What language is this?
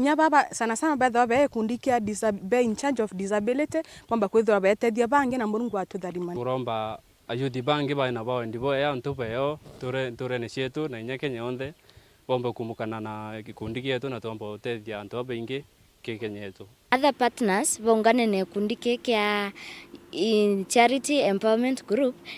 Meru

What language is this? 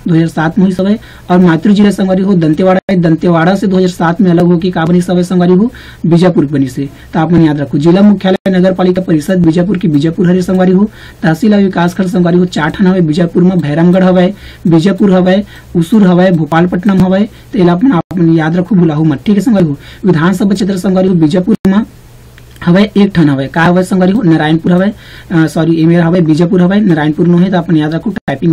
Chhattisgarhi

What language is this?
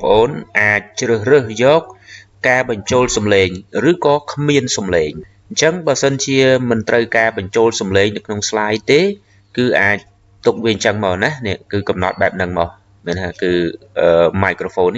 Khmer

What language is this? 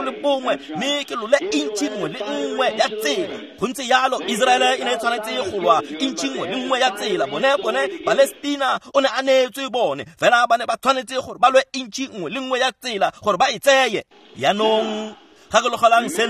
Tswana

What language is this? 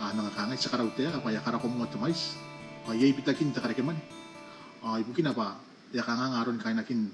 Gilbertese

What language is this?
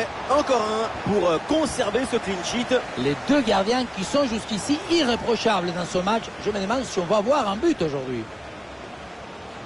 French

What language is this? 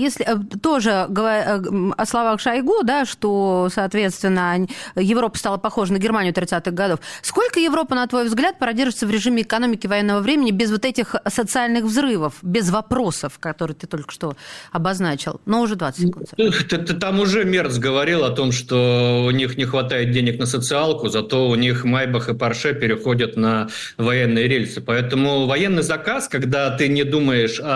Russian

